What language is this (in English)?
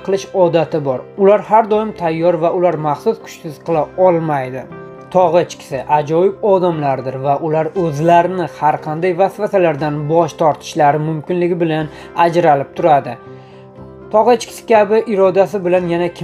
Uzbek